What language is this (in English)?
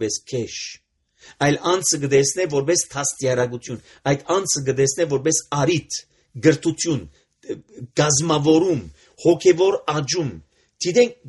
Armenian